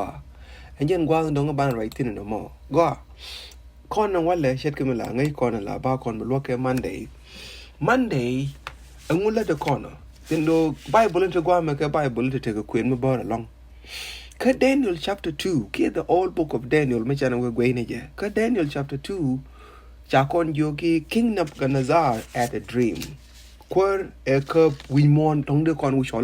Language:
Nuer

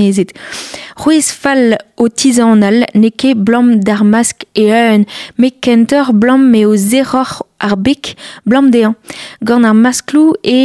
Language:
Breton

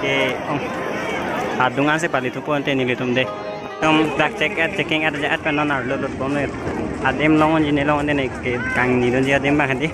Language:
Karbi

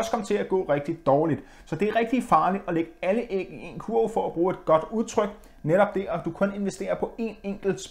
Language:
Danish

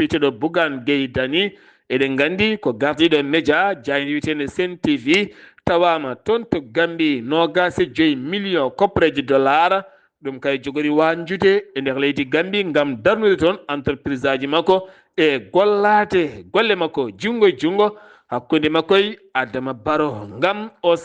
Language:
Fula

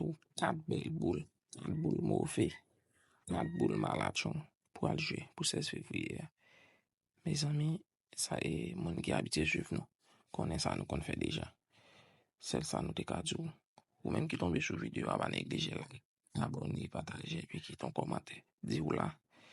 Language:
Haitian Creole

